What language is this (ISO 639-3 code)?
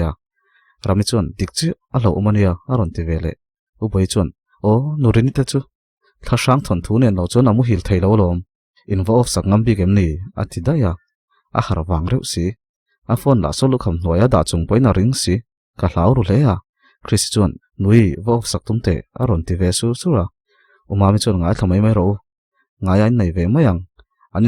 lus